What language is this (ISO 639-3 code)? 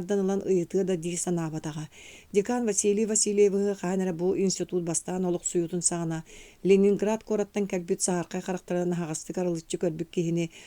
sah